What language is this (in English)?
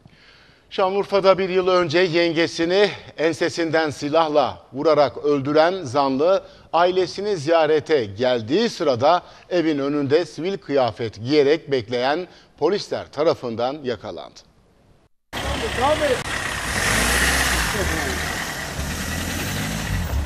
Turkish